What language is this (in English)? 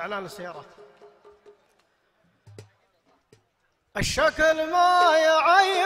Arabic